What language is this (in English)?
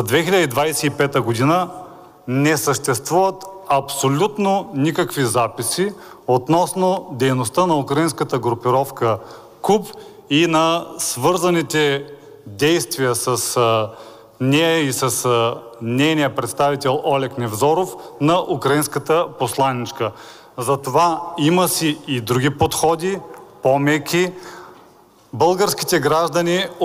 Bulgarian